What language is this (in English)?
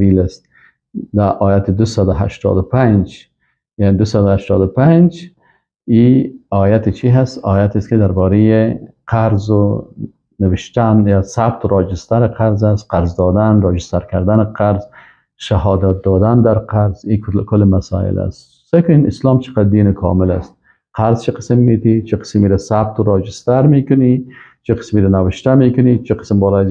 Persian